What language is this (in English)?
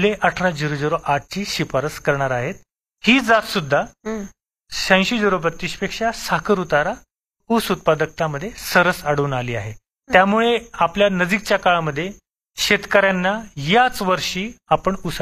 Marathi